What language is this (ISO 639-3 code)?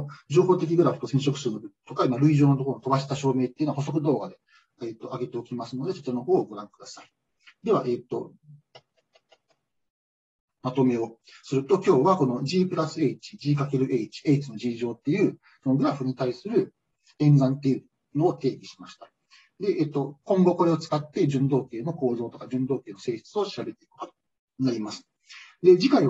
jpn